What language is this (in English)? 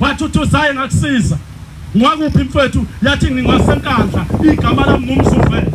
Zulu